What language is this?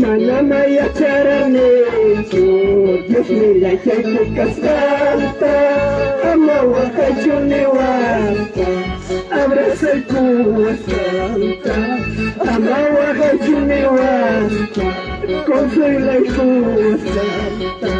Ayacucho Quechua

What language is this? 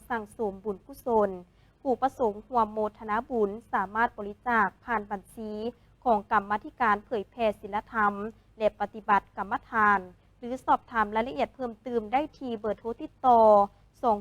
Lao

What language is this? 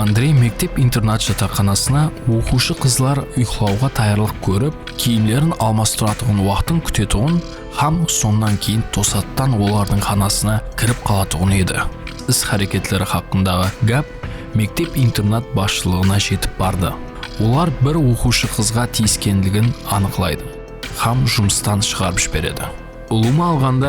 Kara-Kalpak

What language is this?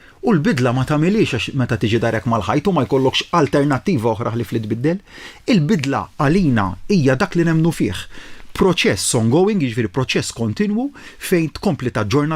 Maltese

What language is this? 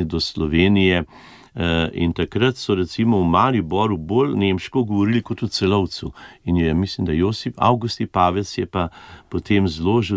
Slovenian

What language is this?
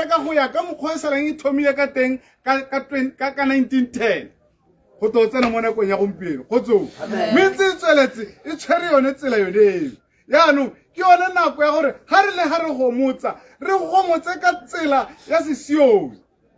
Tswana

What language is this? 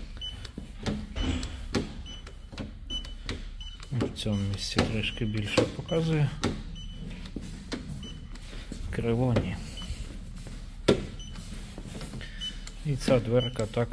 Ukrainian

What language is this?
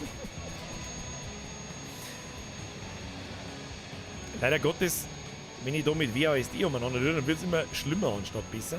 Bavarian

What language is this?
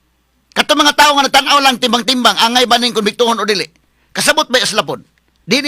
Cebuano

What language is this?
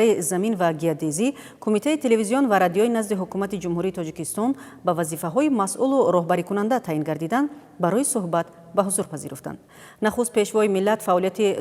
Tajik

